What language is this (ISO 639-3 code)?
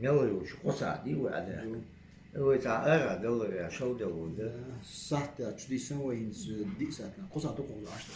che